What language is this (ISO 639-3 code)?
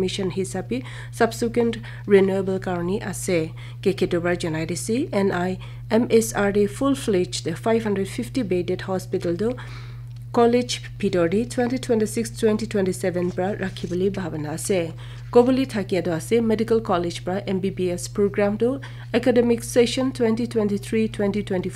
nag